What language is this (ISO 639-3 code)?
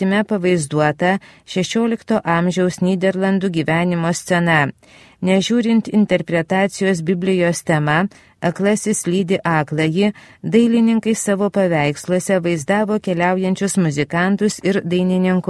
lit